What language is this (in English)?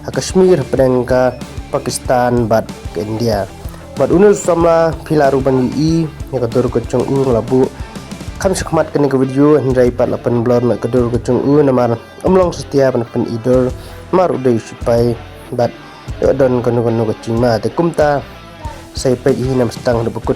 Khasi